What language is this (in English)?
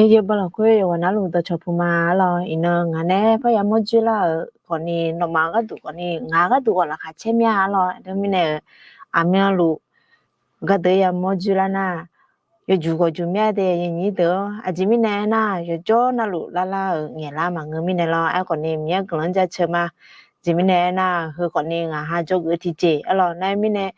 Akha